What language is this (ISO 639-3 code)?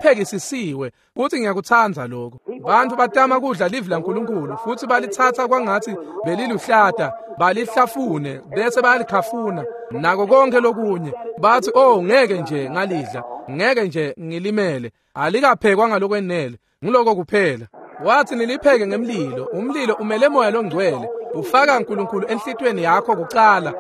ssw